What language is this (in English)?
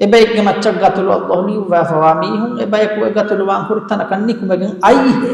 Divehi